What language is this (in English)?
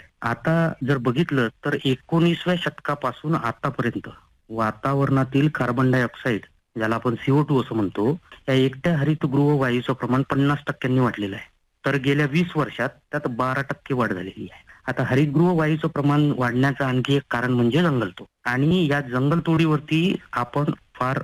Marathi